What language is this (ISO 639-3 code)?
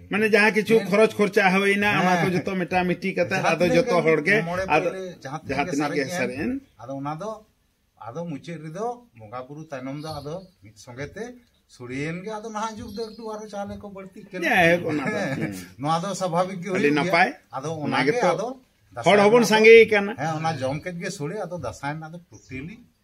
sat